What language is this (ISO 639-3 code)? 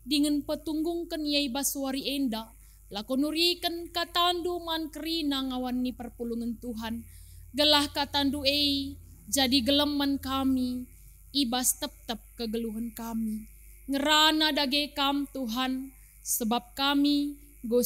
btx